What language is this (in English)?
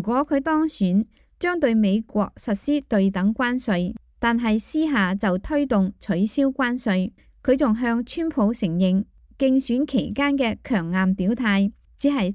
Cantonese